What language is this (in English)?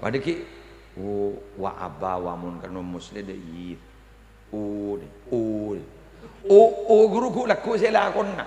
Madurese